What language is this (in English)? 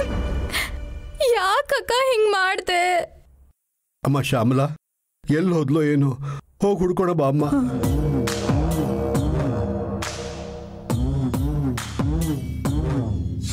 Kannada